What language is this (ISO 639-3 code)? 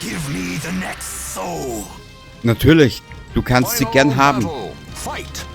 bar